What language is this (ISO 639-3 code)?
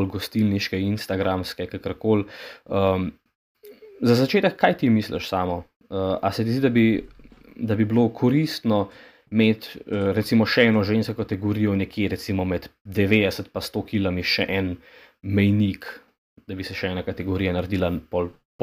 slv